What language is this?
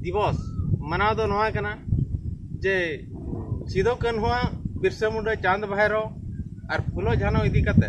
Santali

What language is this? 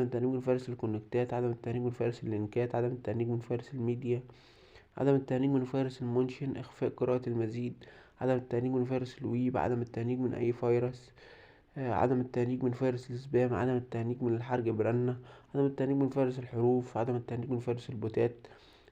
Egyptian Arabic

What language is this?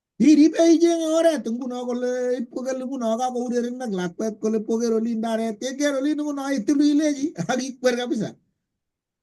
Kalenjin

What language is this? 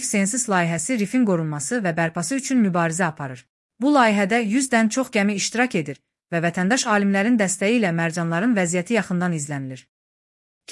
Azerbaijani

